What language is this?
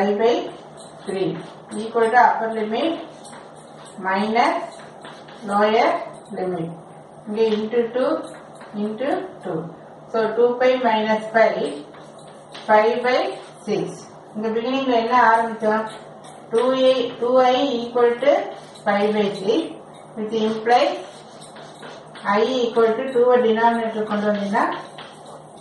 Tamil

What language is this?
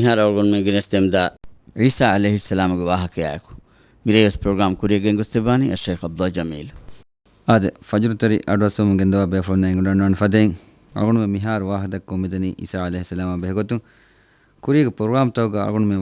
Divehi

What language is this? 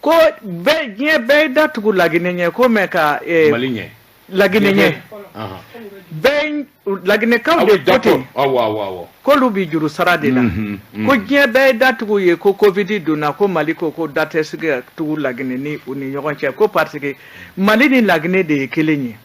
Bambara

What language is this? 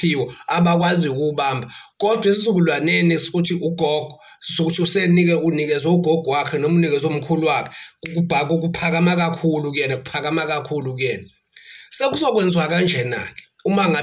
Zulu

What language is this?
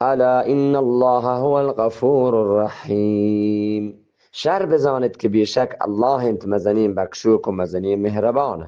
Eastern Balochi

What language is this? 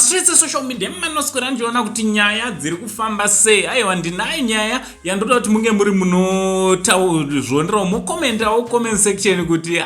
Shona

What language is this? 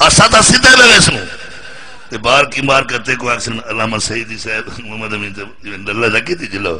Saraiki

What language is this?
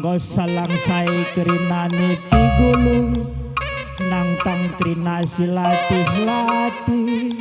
Batak Karo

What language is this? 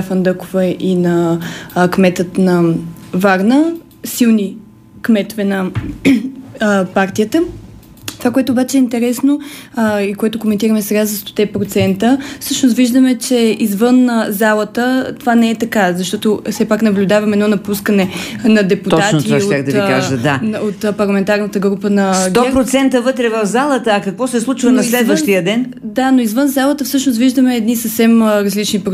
Bulgarian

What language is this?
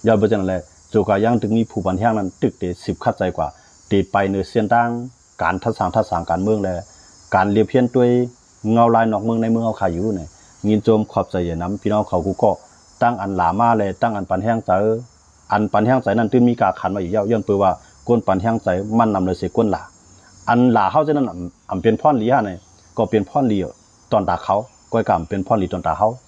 Shan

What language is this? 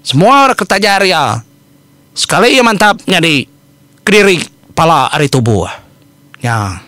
Iban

